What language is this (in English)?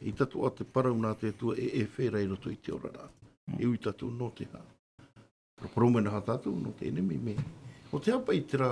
Tahitian